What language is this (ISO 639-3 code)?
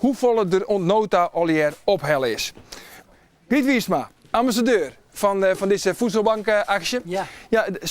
fry